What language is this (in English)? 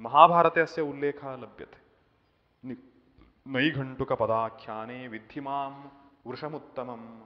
Sanskrit